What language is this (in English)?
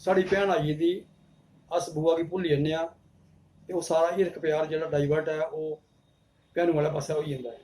Dogri